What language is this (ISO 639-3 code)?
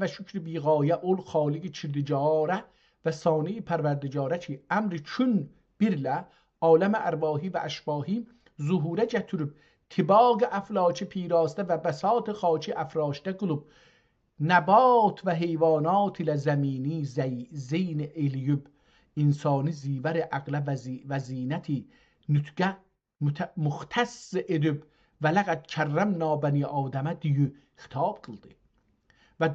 azb